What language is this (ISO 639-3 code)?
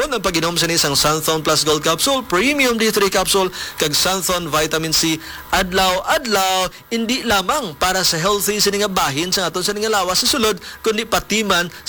hil